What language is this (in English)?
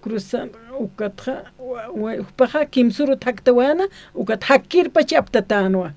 Aymara